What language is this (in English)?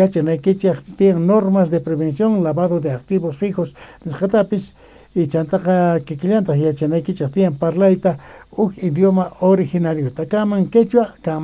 South Bolivian Quechua